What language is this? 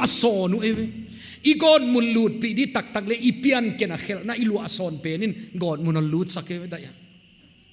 Paite Chin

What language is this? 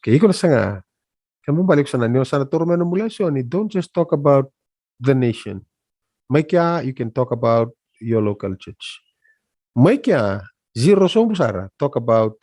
Fijian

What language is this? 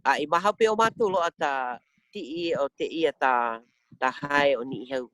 Hawaiian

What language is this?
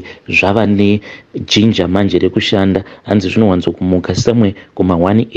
Shona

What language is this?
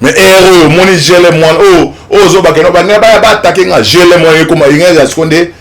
Lingala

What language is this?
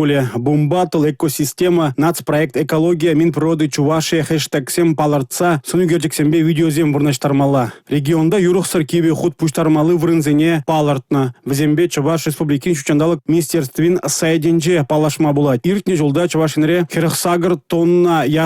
Chuvash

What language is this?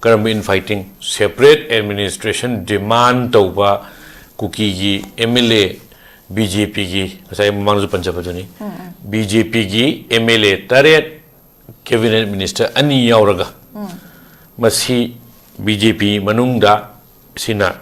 Manipuri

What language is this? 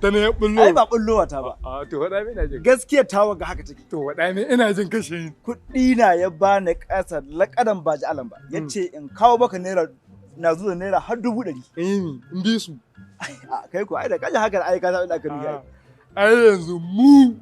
Hausa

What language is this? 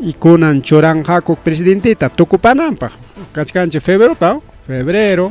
Ayacucho Quechua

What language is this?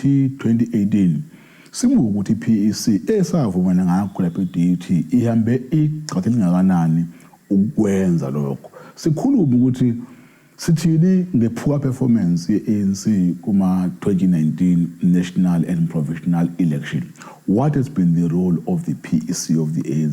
Zulu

